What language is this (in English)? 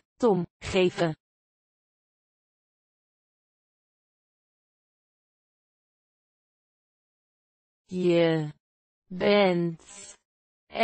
Dutch